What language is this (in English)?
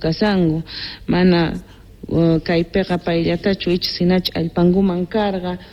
South Bolivian Quechua